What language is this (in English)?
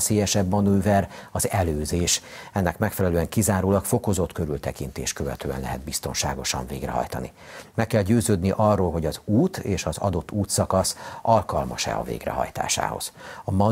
Hungarian